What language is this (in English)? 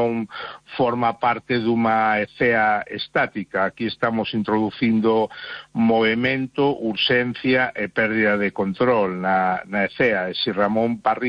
Galician